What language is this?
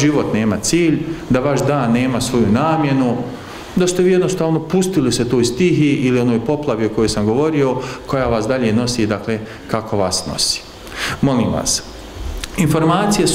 Bosnian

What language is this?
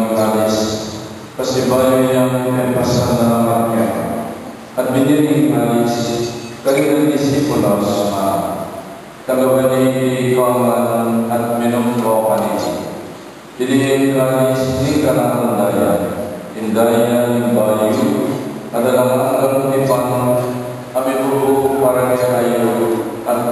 Pampanga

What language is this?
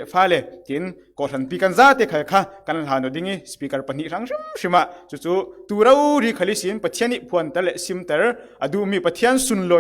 Falam Chin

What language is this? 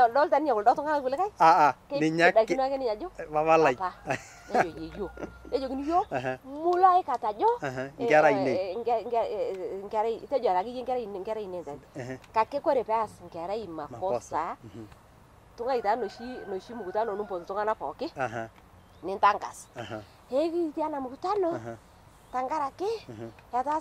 Masai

